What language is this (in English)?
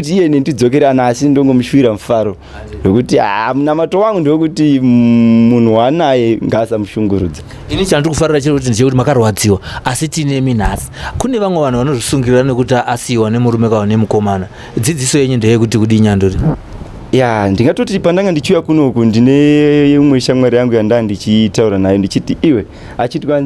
Shona